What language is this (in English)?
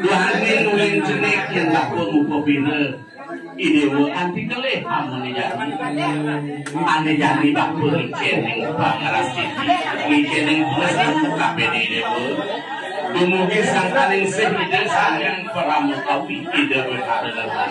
Balinese